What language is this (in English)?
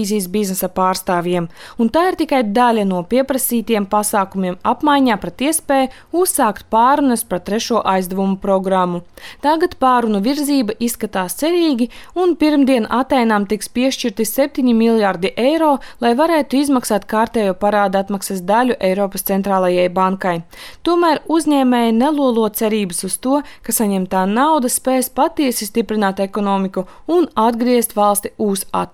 Latvian